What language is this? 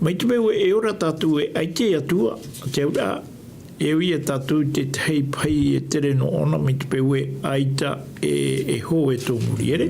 Tahitian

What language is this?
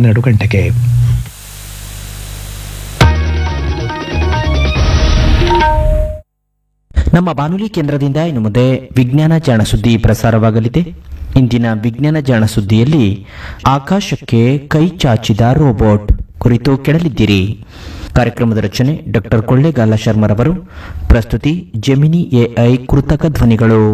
Kannada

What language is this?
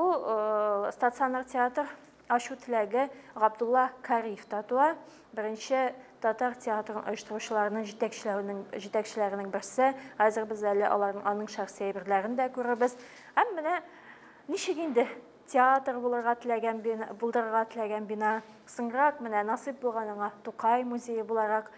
Tatar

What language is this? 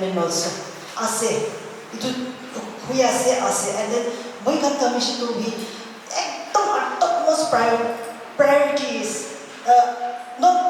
Naga Pidgin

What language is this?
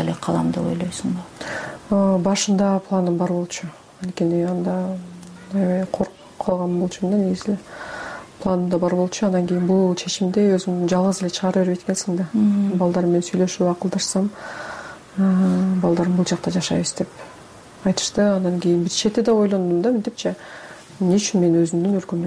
Kyrgyz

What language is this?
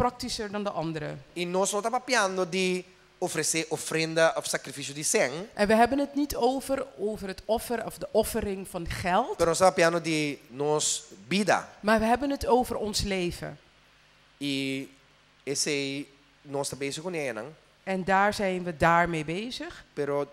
Papiamento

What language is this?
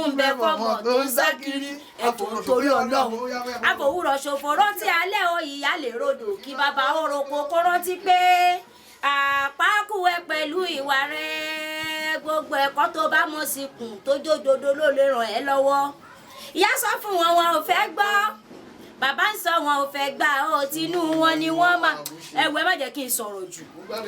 Yoruba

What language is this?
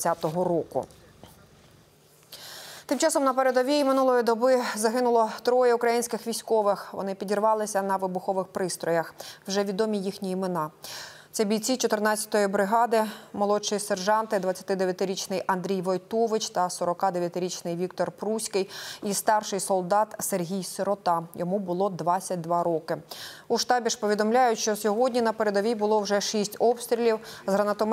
Ukrainian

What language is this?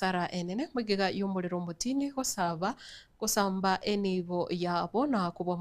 Gusii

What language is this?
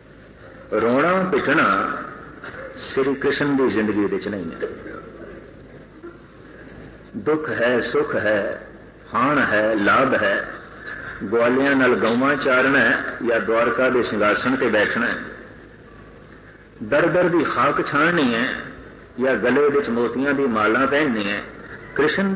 Punjabi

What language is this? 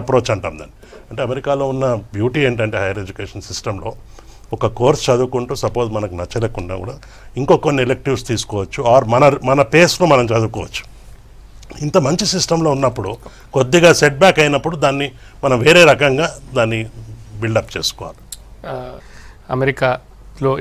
Telugu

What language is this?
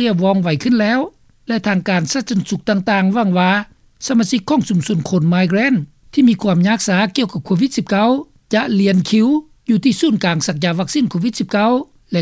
Lao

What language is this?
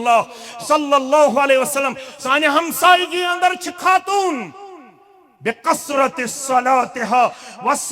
Kashmiri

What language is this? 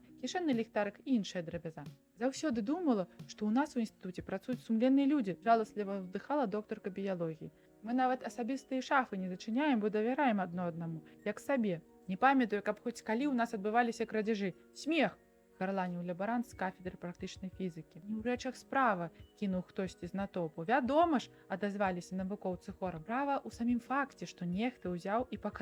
Belarusian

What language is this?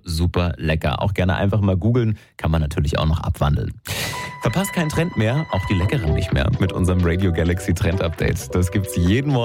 German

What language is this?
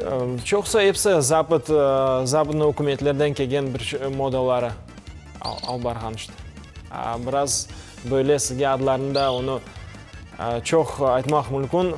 Crimean Tatar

